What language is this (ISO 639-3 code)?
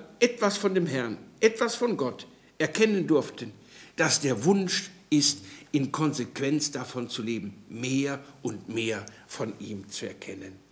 deu